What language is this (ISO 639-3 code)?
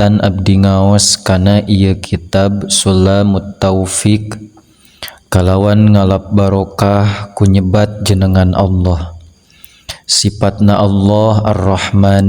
sun